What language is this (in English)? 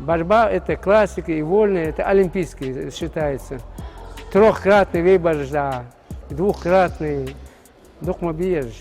Ingush